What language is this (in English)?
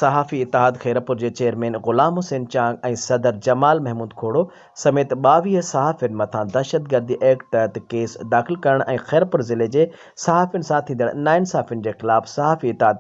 Sindhi